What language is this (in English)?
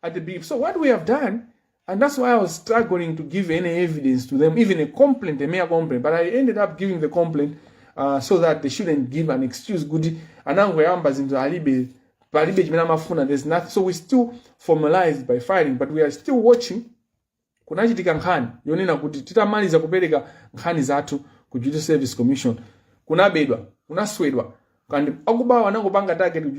Nyanja